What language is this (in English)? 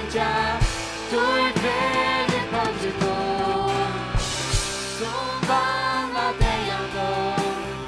Faroese